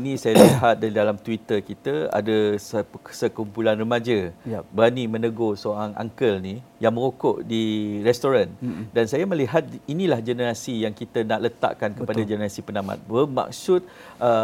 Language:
Malay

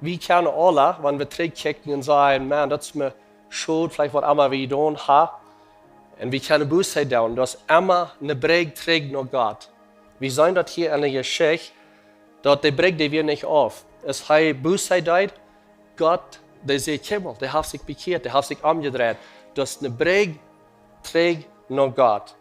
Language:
Plautdietsch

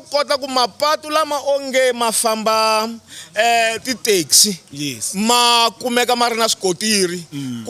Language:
Tsonga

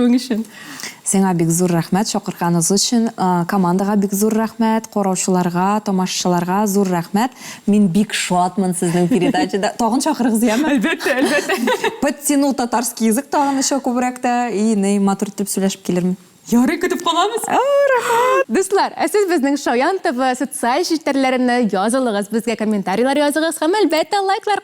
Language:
Tatar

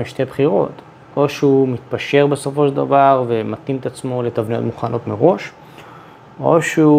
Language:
Hebrew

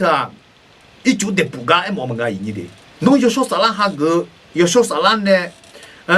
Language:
Akha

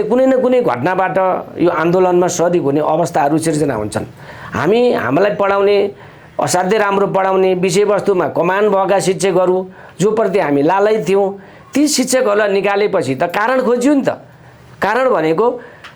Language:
Nepali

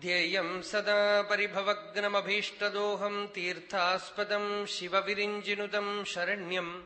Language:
Sanskrit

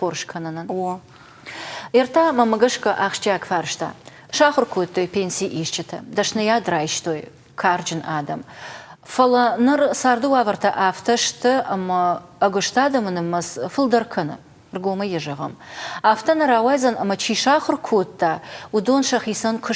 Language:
Ossetic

